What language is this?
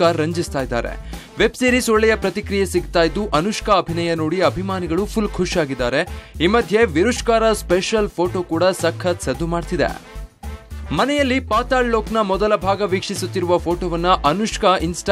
Kannada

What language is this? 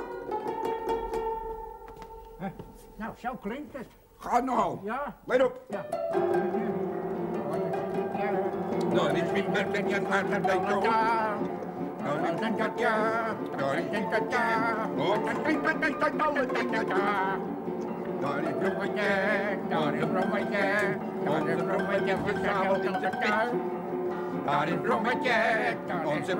Dutch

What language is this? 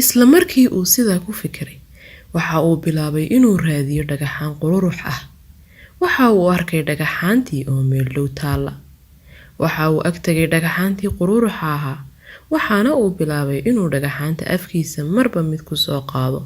Somali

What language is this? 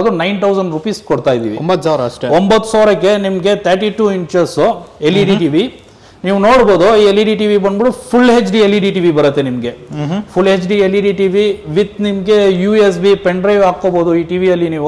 Kannada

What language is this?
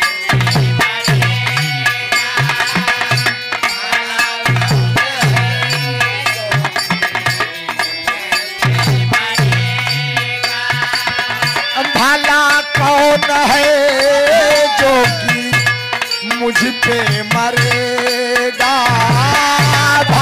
Bhojpuri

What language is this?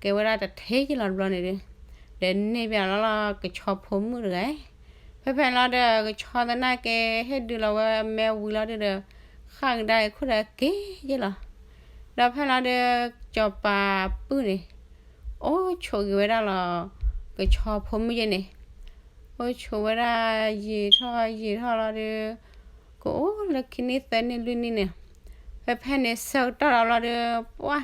S'gaw Karen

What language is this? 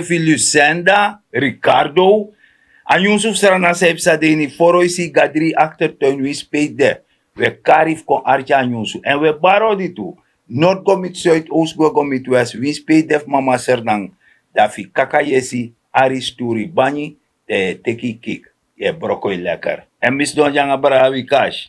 Sranan Tongo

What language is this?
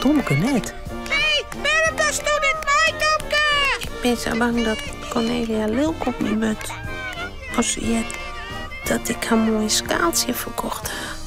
Western Frisian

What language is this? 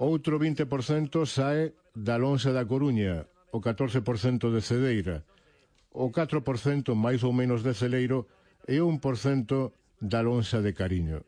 Galician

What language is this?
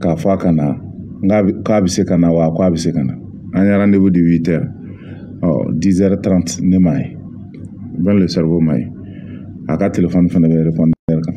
Bambara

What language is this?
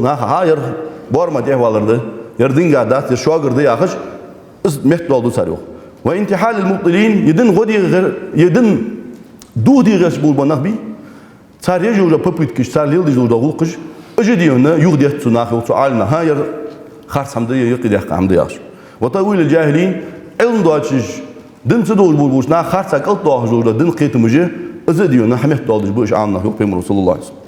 Ingush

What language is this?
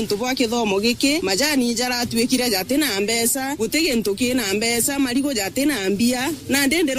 Meru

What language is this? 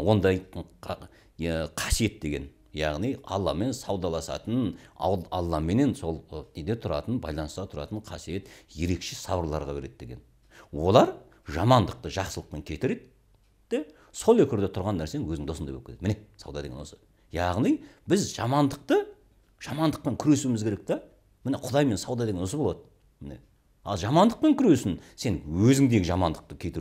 Kazakh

